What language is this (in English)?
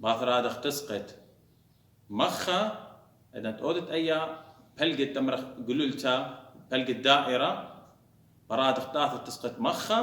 Assyrian Neo-Aramaic